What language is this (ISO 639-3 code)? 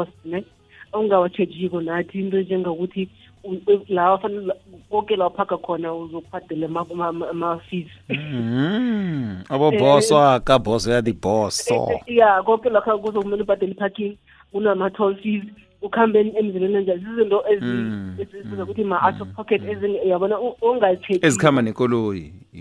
nbl